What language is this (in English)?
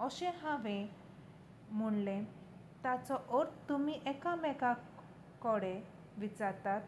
Konkani